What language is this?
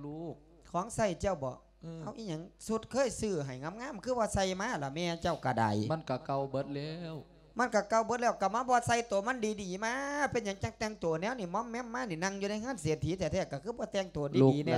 Lao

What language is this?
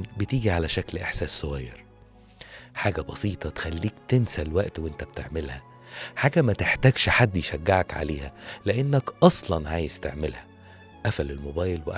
Egyptian Arabic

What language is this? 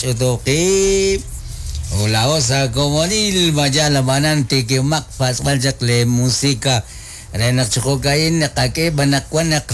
Kekchí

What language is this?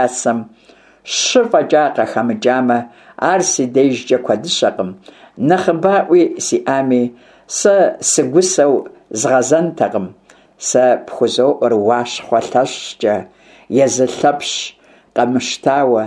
Kabardian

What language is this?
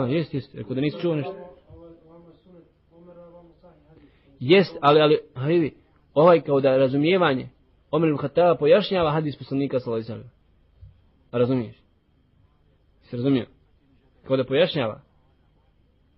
Bosnian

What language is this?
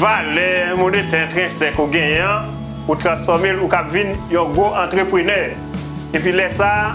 Haitian Creole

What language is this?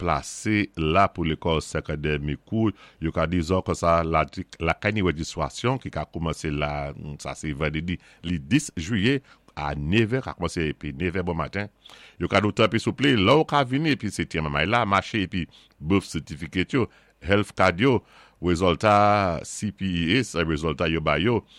Saint Lucian Creole French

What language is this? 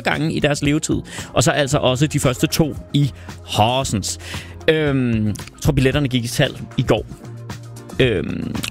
Danish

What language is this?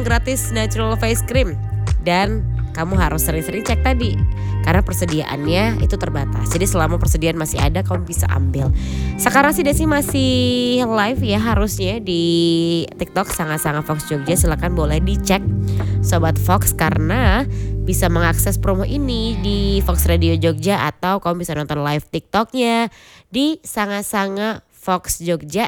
Indonesian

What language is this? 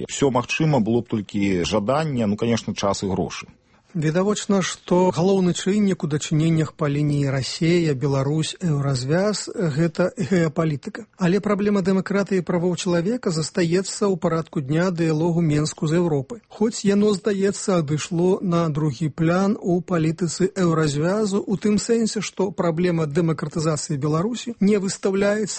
Belarusian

